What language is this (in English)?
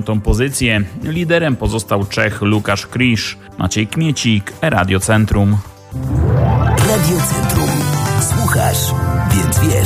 Polish